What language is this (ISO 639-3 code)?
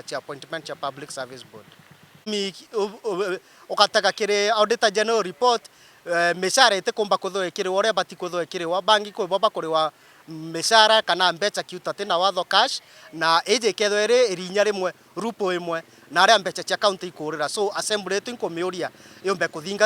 mer